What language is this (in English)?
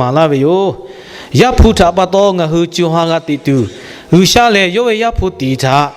Lahu